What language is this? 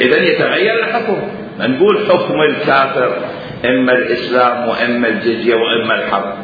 Mesopotamian Arabic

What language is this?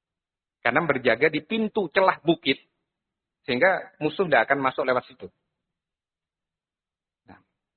Indonesian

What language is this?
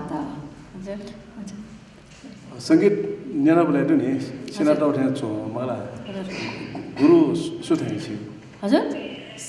Newari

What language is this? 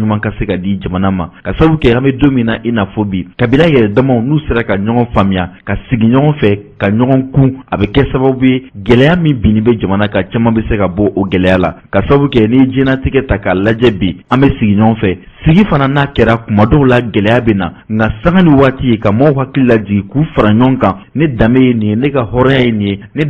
Bambara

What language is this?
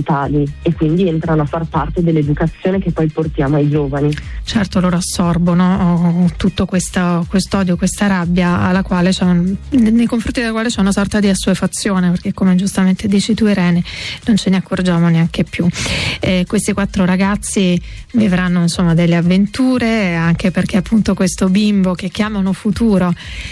Italian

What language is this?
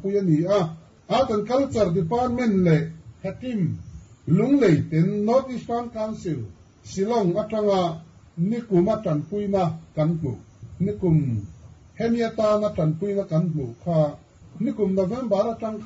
Mizo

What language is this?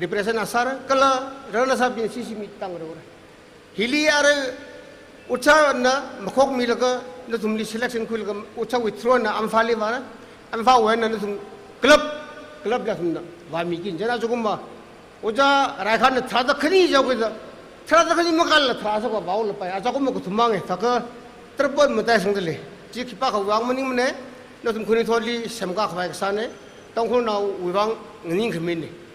Tangkhul Naga (India)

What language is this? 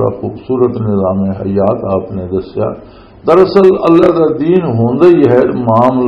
Western Panjabi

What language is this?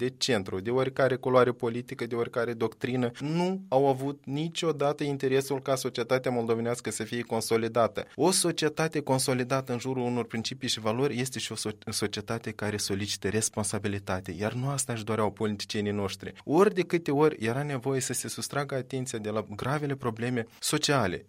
Romanian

